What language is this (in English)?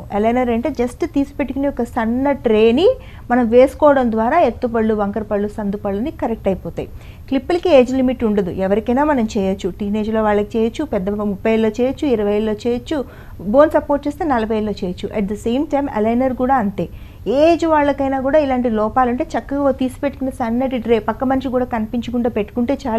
Telugu